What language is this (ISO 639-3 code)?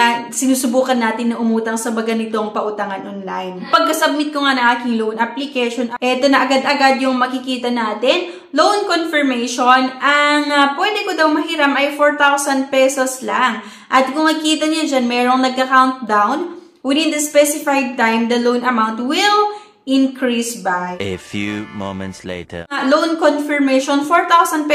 fil